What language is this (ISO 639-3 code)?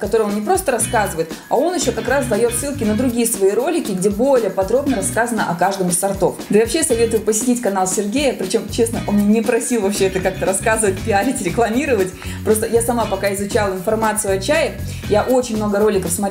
rus